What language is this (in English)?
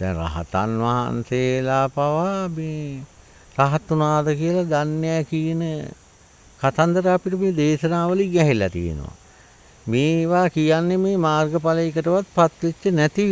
Sinhala